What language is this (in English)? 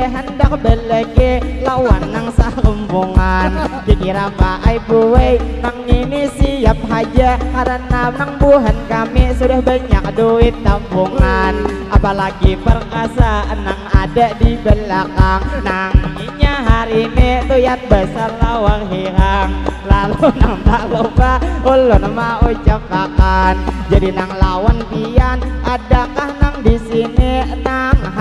Banjar